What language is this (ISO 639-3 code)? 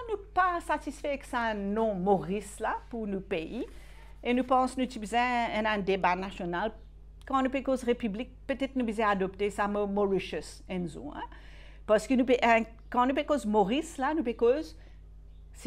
mfe